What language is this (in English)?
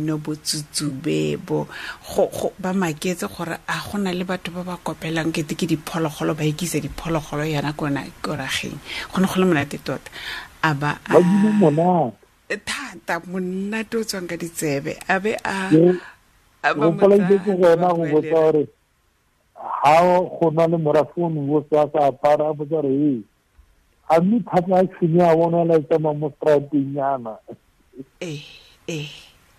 Tswana